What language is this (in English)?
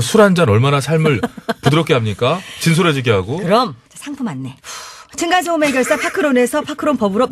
Korean